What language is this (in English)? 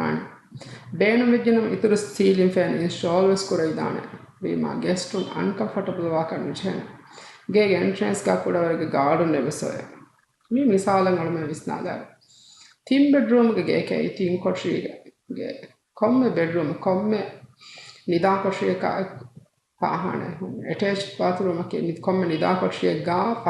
Divehi